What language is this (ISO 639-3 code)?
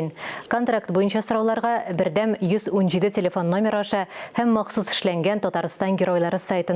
tat